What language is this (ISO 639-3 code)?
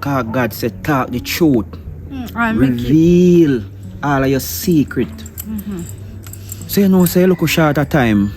jam